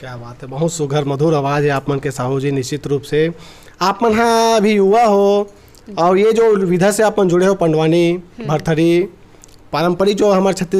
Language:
Chhattisgarhi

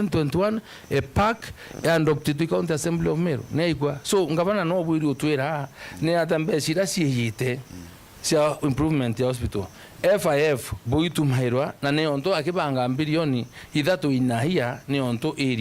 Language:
Meru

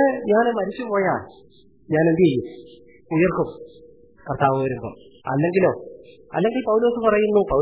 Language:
Malayalam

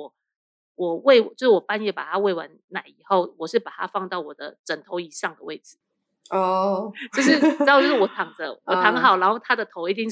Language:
Chinese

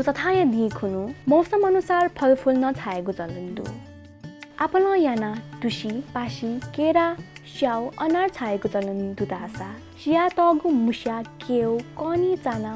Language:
Newari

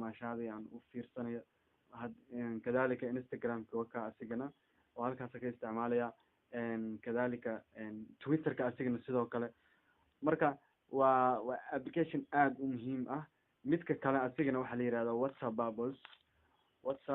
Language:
Somali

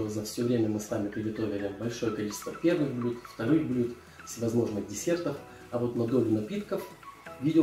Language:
Russian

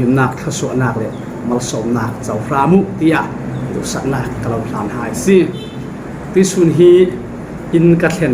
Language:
Falam Chin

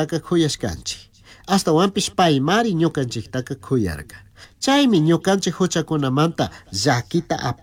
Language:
Chimborazo Highland Quichua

